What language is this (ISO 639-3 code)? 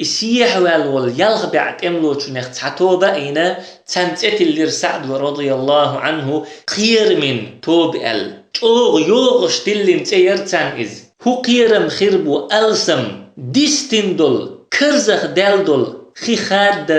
che